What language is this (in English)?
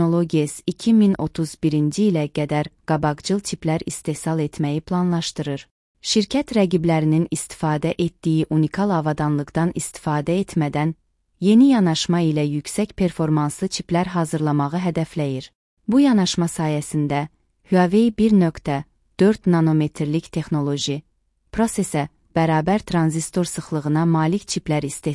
Azerbaijani